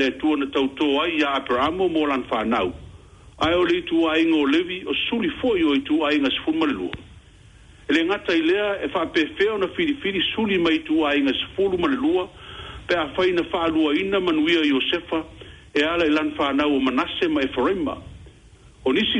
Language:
Samoan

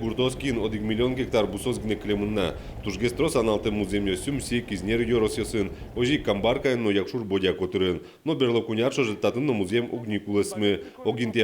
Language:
Udmurt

